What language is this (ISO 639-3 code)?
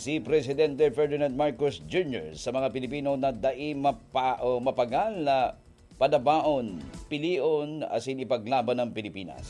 bik